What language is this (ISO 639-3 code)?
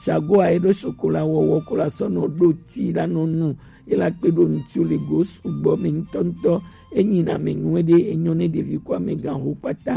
gej